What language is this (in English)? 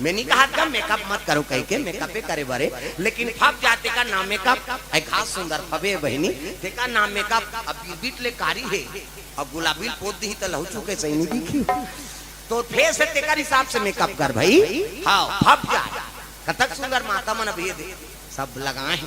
Chhattisgarhi